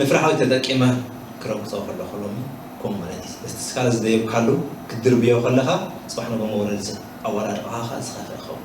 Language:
Tigrinya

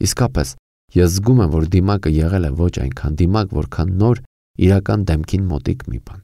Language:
Armenian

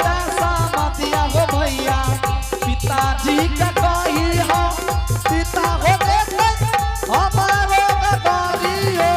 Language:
Angika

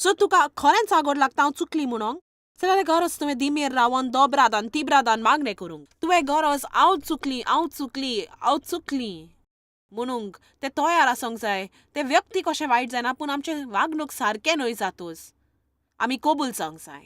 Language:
Konkani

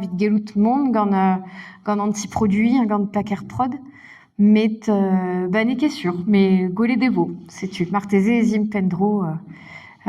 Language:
Breton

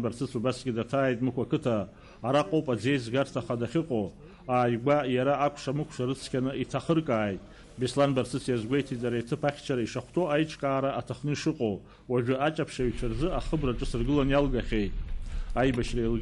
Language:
Abkhazian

